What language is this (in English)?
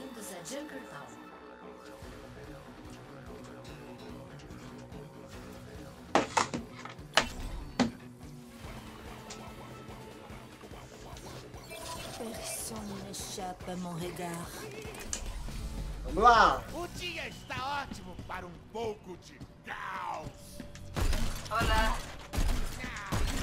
Portuguese